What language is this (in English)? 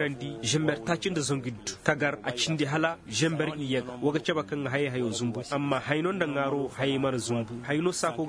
Koyraboro Senni